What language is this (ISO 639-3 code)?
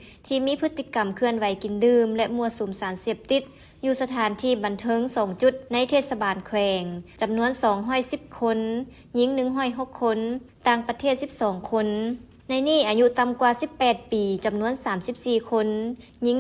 lao